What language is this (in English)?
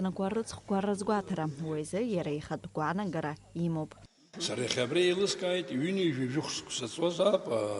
Abkhazian